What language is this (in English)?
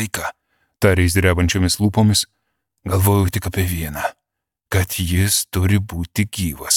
Lithuanian